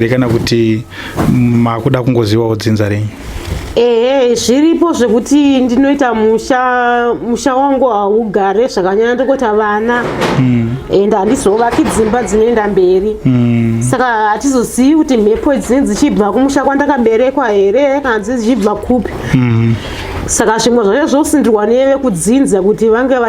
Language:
Shona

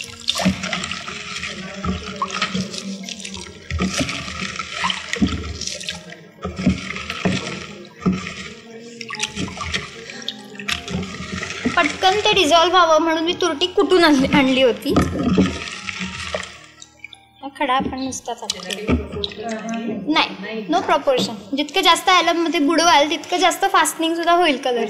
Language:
Marathi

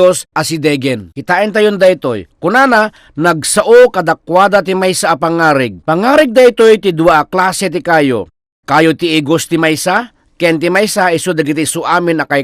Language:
Iloko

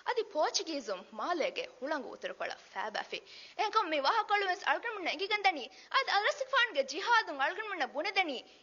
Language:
Divehi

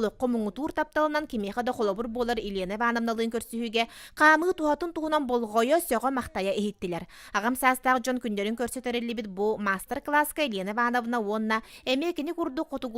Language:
Yakut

